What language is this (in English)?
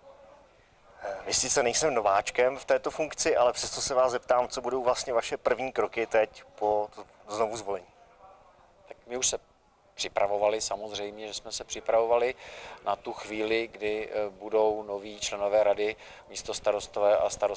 Czech